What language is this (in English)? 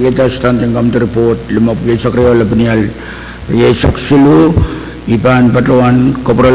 Pohnpeian